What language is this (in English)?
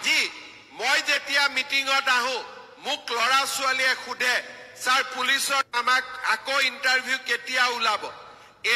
Assamese